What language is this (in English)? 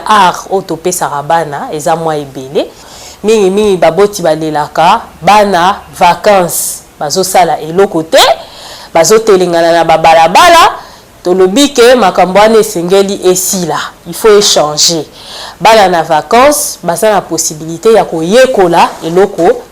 Lingala